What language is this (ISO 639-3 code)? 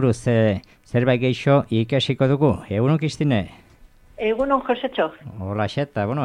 eus